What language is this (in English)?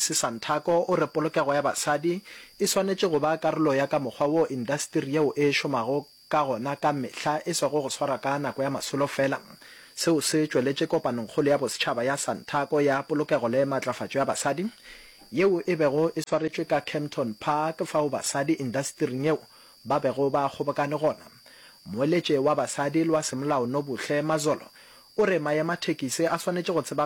Northern Sotho